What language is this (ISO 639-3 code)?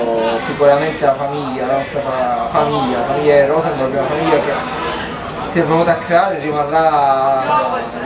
ita